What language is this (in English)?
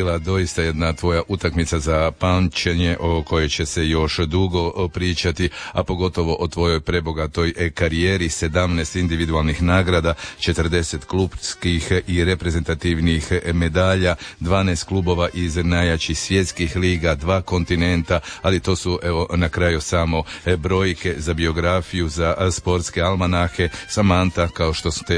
Croatian